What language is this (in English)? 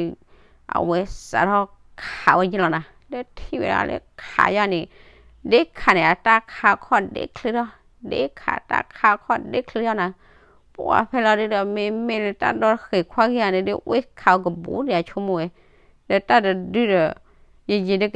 S'gaw Karen